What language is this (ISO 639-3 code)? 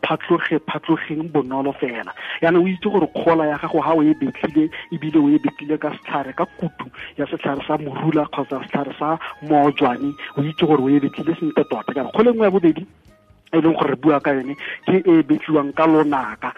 tsn